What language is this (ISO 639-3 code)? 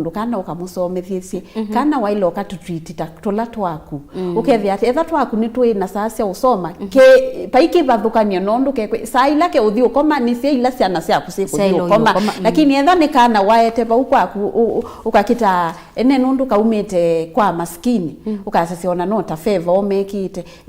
kam